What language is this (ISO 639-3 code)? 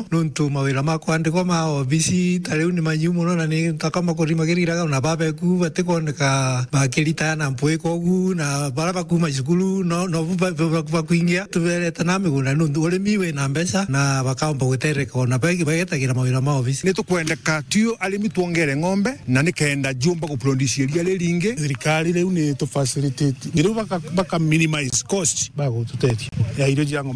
mer